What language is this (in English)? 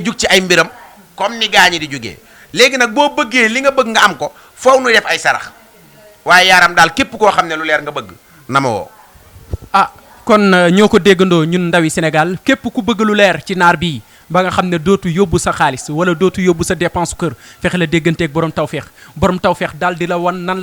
Wolof